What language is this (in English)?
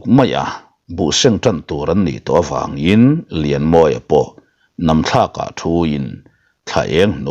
Mizo